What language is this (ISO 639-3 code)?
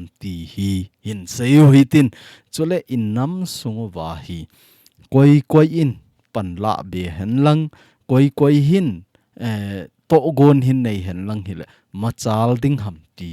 tcz